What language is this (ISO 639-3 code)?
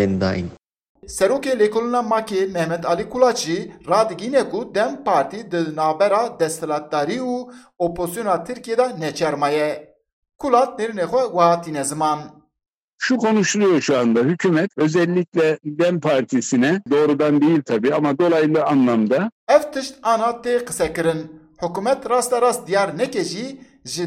kur